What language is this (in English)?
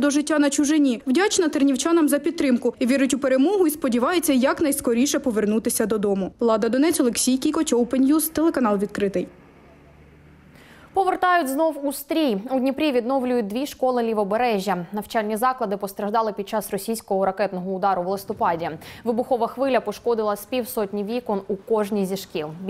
Ukrainian